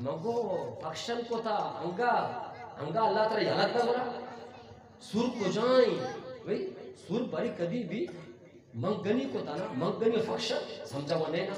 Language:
Eastern Balochi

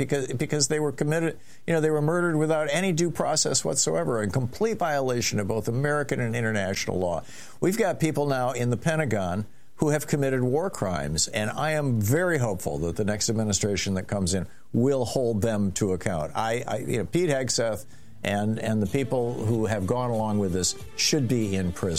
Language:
English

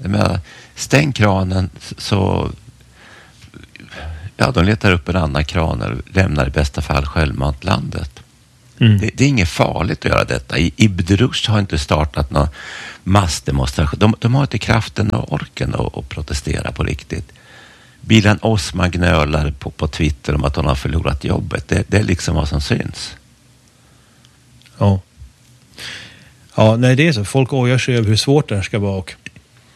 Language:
Swedish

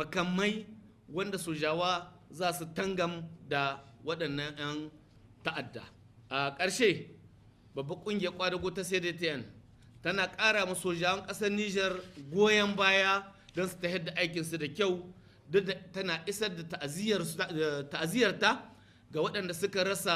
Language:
Hausa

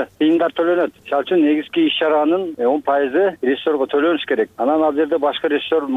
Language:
Kyrgyz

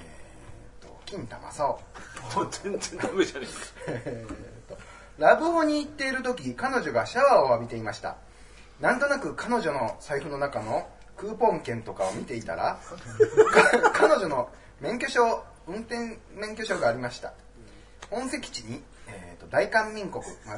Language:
Japanese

